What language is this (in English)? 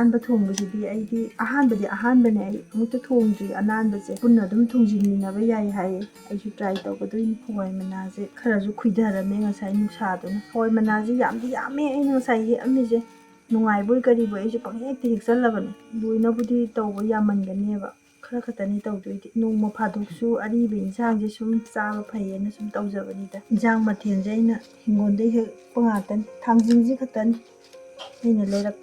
Manipuri